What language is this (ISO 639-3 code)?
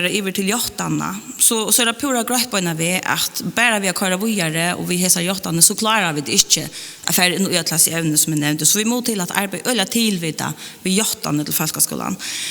fao